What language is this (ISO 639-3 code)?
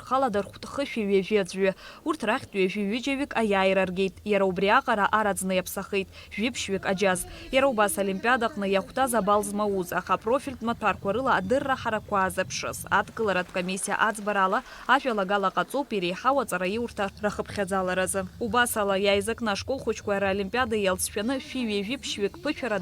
abk